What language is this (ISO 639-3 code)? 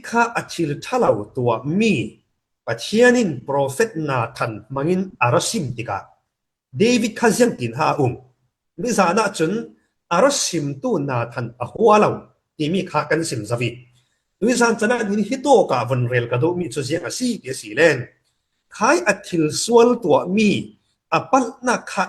cfm